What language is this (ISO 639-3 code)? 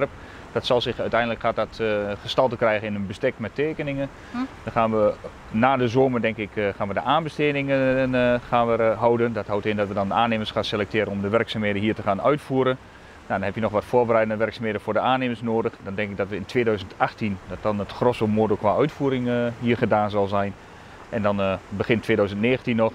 nld